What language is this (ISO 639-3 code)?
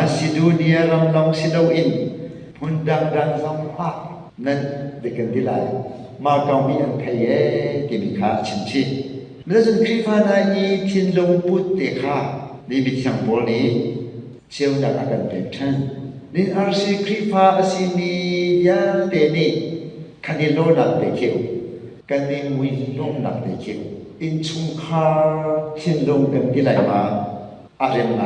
cnh